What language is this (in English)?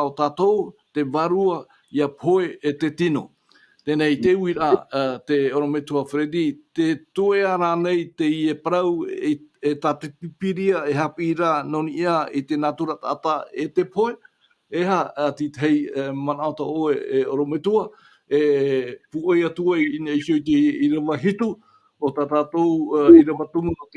Tahitian